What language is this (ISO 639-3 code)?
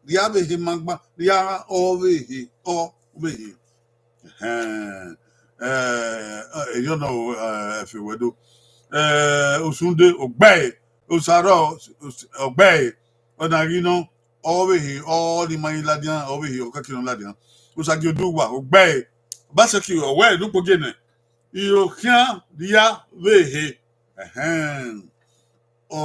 bin